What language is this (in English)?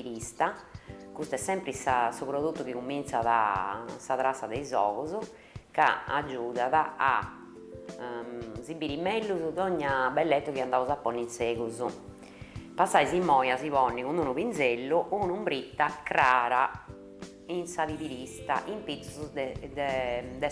Sardinian